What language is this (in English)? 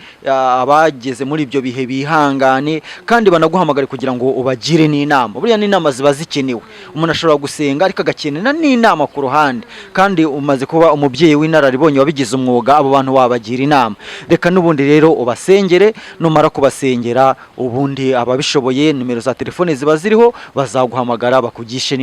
Kinyarwanda